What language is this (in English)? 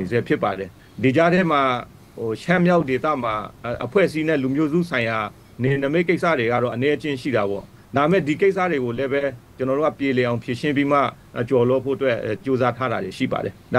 Burmese